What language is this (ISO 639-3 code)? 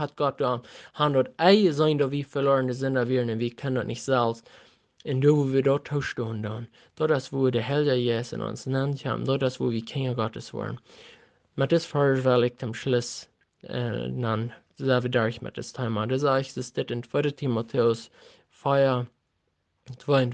pdt